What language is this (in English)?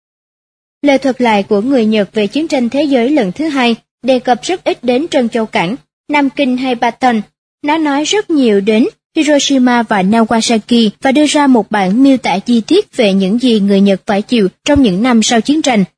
Vietnamese